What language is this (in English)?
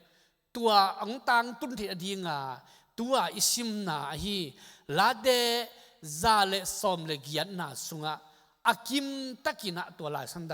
Tedim Chin